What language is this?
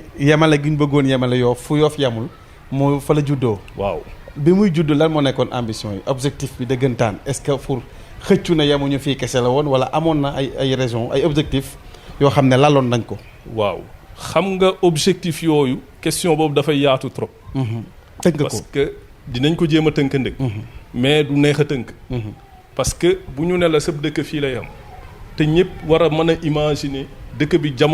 Wolof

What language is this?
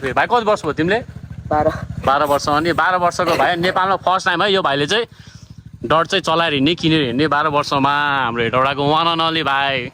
Nepali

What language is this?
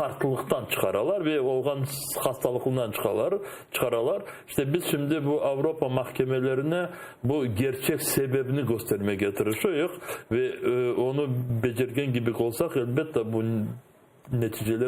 Crimean Tatar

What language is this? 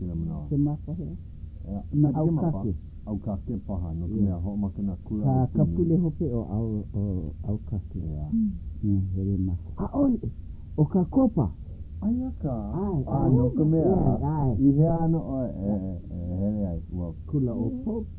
Hawaiian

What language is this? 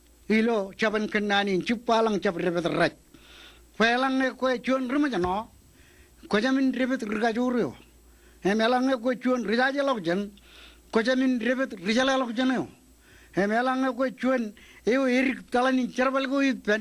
Marshallese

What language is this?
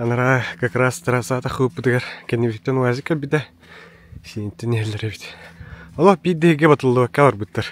Yakut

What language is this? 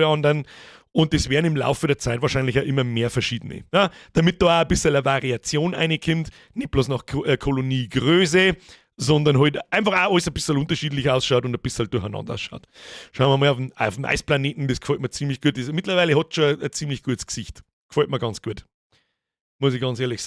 Bavarian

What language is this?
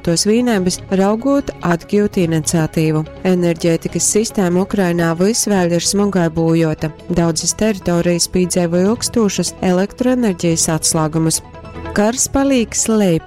Latgalian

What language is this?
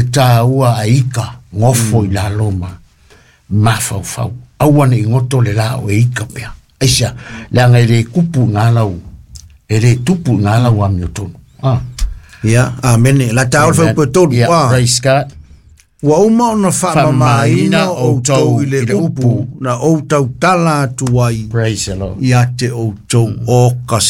Samoan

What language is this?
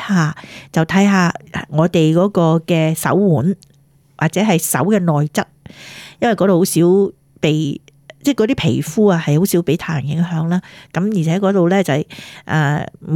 Cantonese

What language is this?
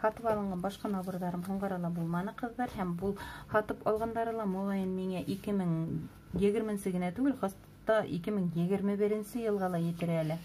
Bashkir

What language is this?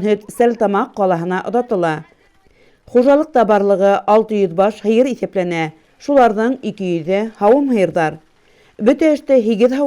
Bashkir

